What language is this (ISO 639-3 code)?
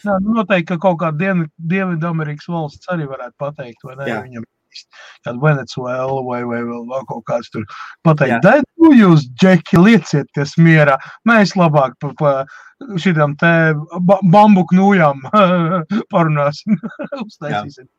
lav